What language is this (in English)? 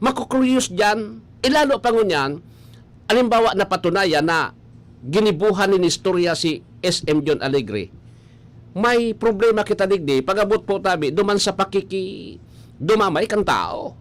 Bikol